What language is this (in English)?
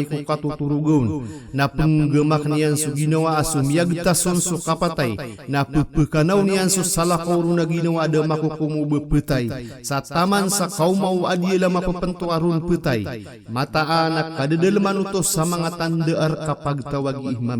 Maranao